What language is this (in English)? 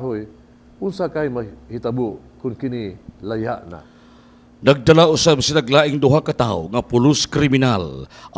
Cebuano